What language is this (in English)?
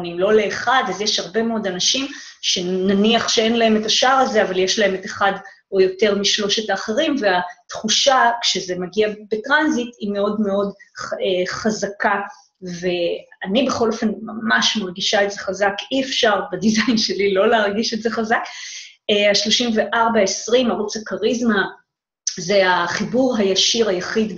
Hebrew